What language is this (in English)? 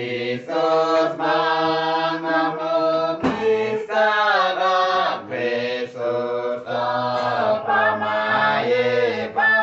Uduk